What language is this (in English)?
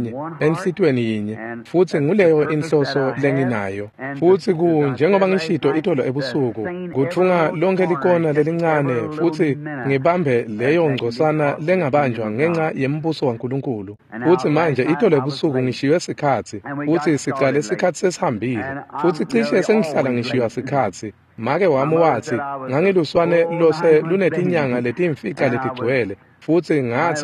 Swati